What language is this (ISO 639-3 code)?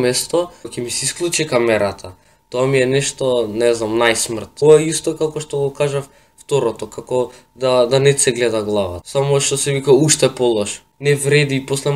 mkd